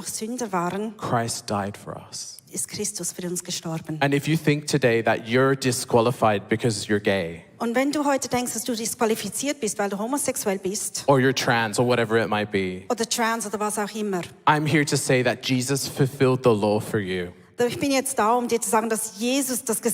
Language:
Swiss German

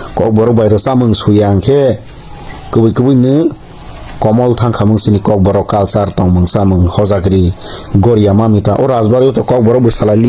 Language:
Kok Borok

